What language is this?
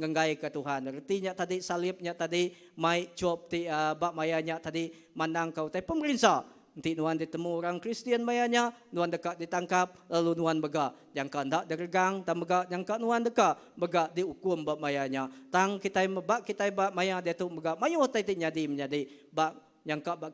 Iban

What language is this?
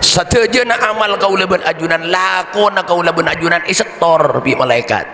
Madurese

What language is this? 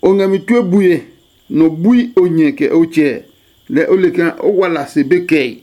Adangme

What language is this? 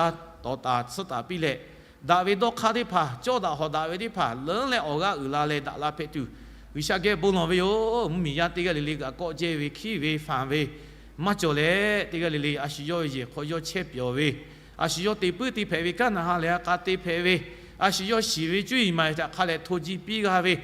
Lahu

